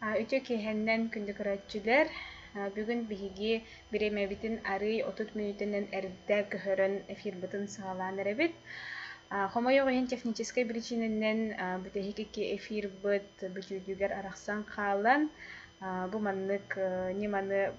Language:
Yakut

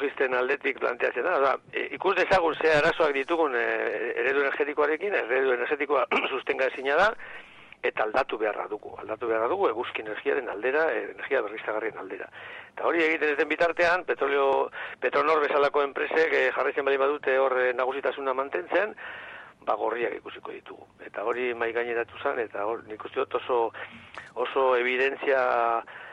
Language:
Basque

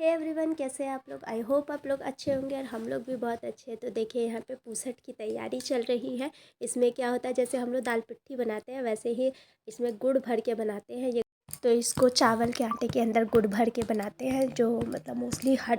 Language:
Maithili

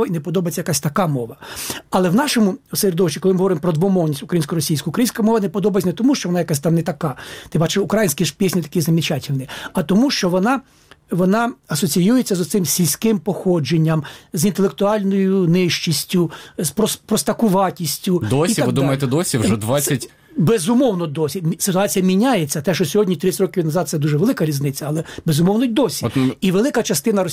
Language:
Ukrainian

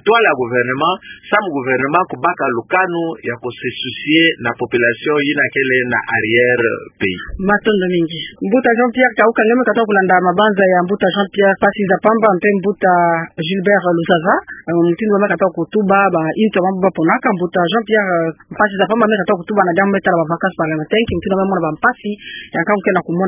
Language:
Kituba (Democratic Republic of Congo)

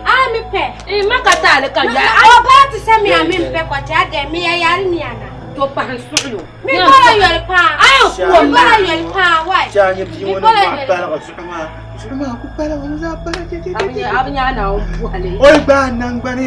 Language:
Dagbani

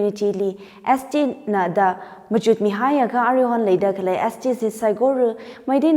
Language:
Tangkhul Naga (India)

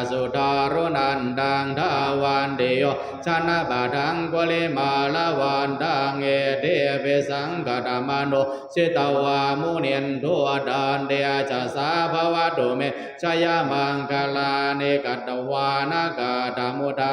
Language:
Pali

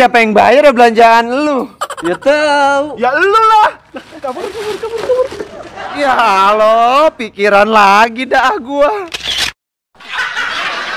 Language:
Betawi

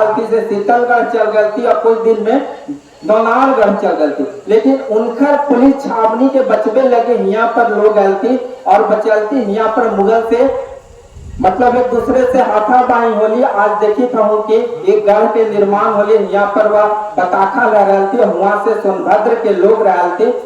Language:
Magahi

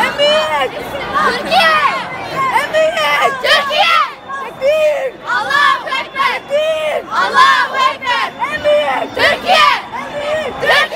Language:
Chechen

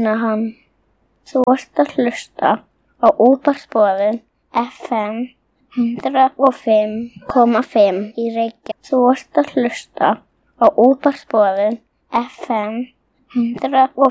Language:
Icelandic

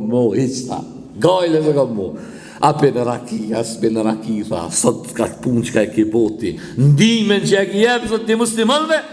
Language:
Albanian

